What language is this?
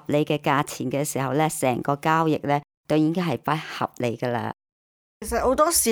Cantonese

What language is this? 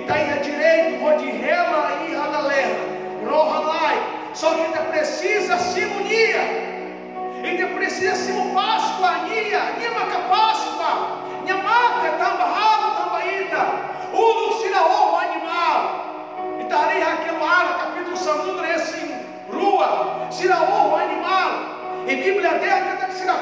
Tetum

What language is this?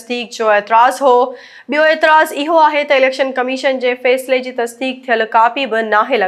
Sindhi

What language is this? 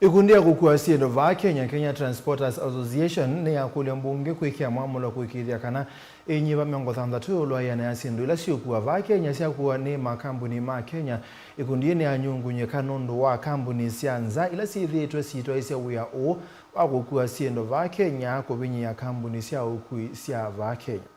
Kamba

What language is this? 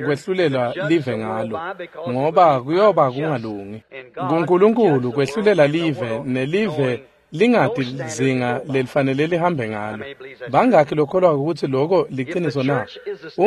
Swati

